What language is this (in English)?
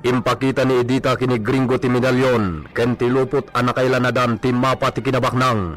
Iloko